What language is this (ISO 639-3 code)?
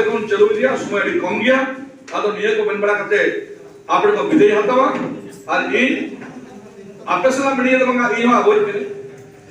sat